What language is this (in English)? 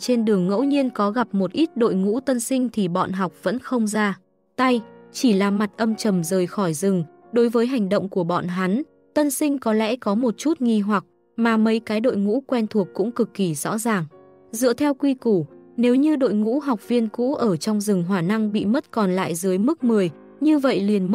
Vietnamese